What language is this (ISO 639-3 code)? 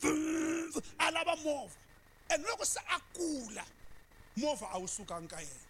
tso